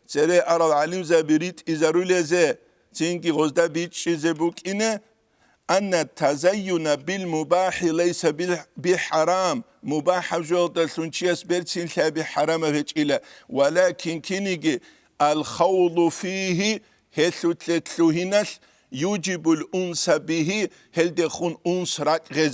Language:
Avaric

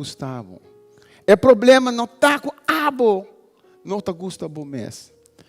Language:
Papiamento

